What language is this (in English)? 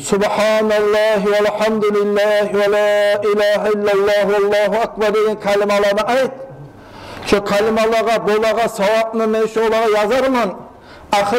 Kumyk